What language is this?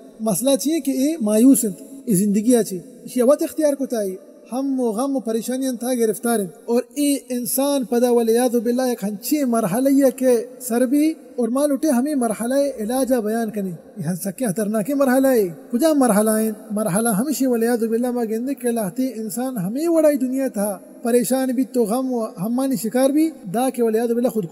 Baluchi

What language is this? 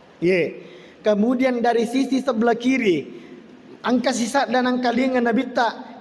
Buginese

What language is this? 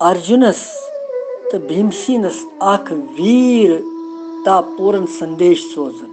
Kashmiri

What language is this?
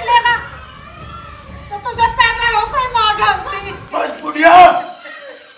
Hindi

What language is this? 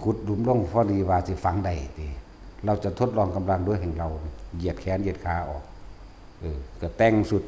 Northeastern Thai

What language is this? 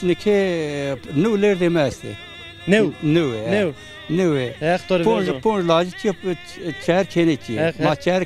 Zaza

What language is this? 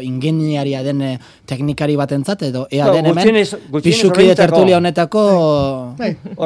Basque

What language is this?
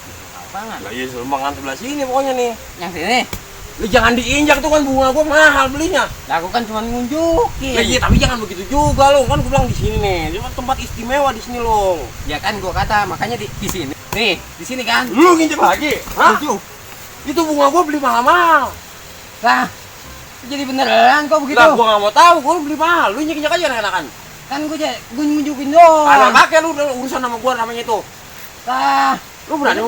Betawi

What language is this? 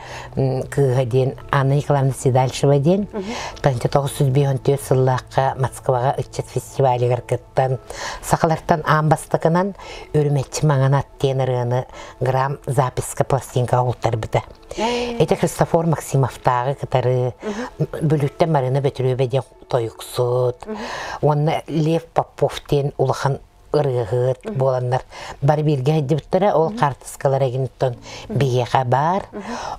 Yakut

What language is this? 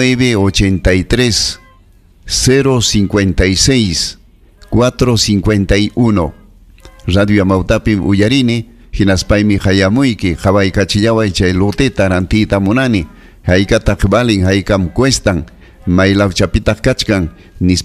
Ayacucho Quechua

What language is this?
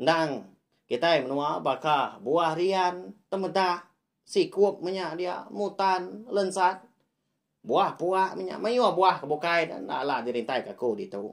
Iban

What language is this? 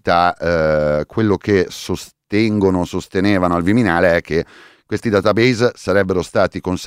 Italian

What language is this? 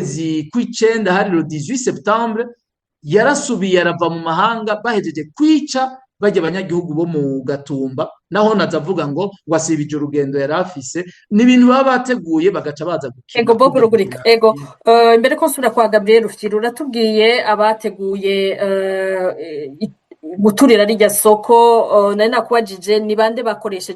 Rundi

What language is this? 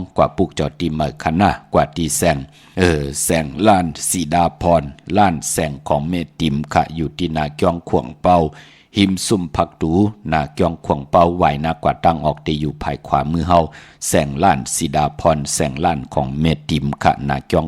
Shan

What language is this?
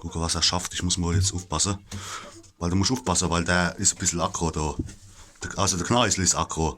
Palatine German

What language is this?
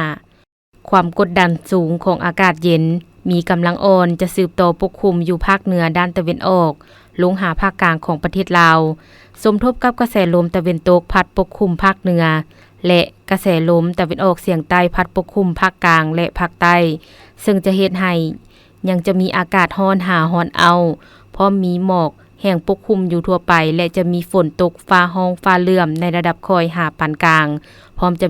Lao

